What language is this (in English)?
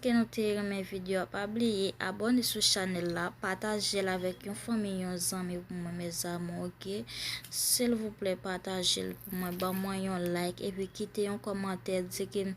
Haitian Creole